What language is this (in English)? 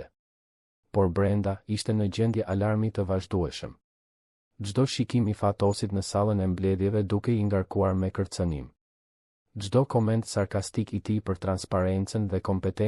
Albanian